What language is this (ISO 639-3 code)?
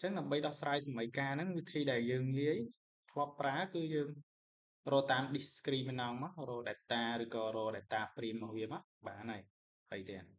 khm